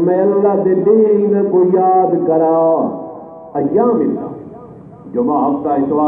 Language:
Saraiki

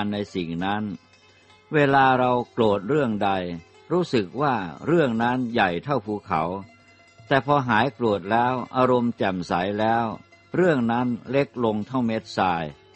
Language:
Thai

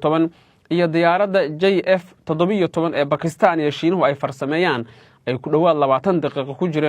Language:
Somali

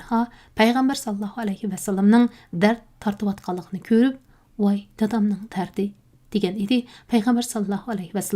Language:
Uyghur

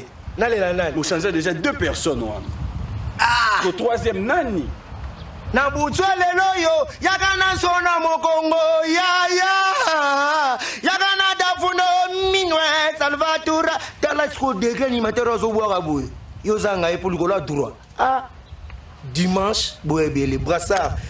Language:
Lingala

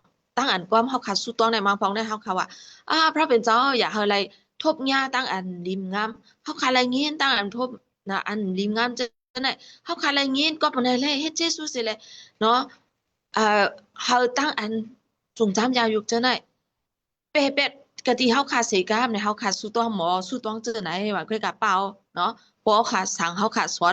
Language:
Shan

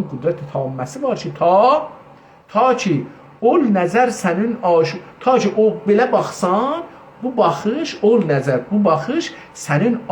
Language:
South Azerbaijani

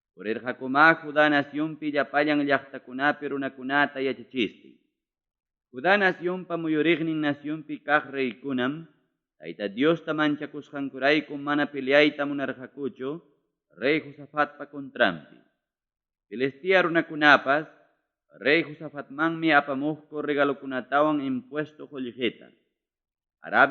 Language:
Ayacucho Quechua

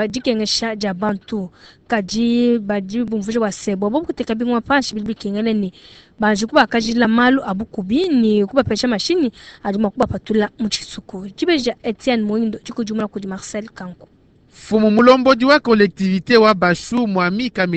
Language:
Luba-Lulua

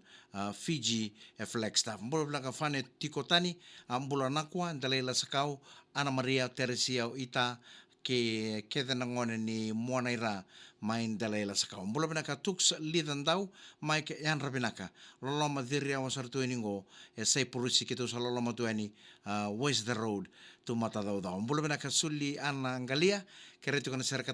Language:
Fijian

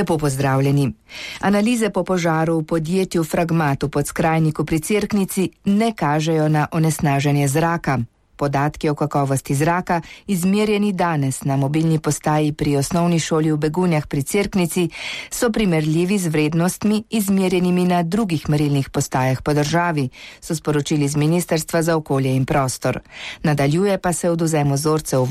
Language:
Slovenian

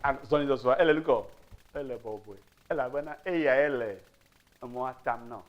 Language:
Ewe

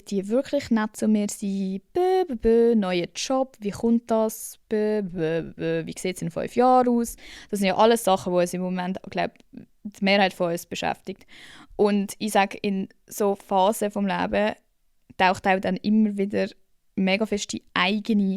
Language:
Swiss German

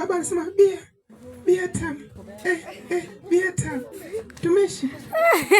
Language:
Swahili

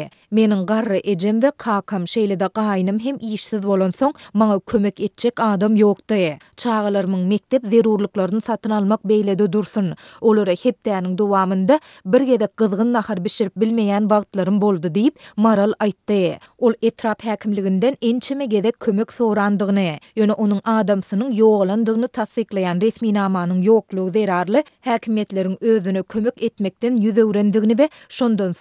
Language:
Turkmen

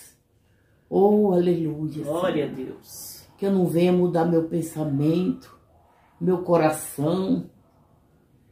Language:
Portuguese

